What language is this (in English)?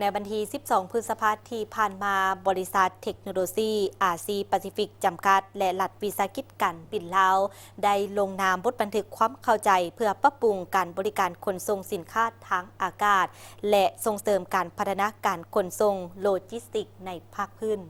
Lao